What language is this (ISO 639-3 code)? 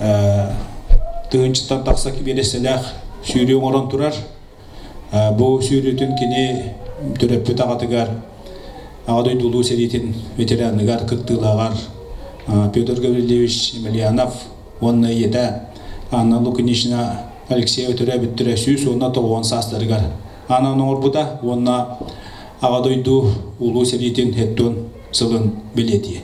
sah